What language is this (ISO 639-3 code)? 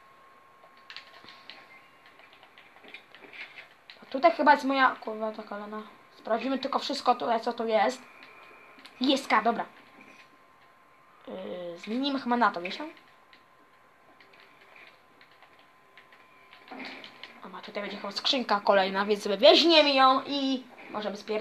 pol